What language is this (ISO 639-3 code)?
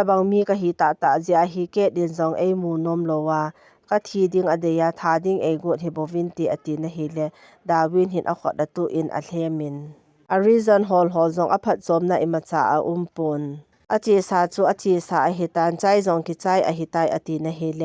tcz